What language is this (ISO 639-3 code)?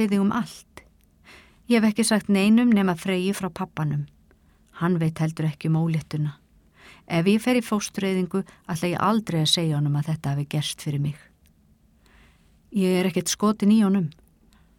isl